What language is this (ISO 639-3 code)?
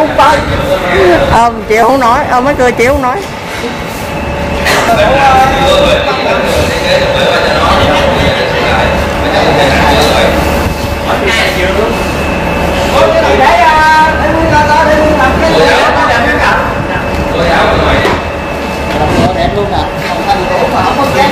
vie